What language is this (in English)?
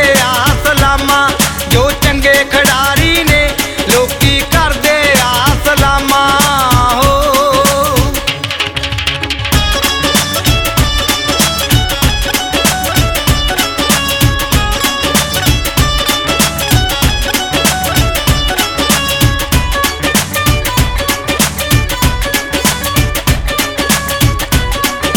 Punjabi